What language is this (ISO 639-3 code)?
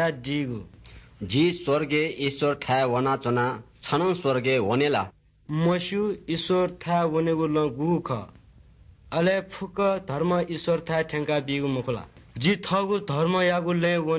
new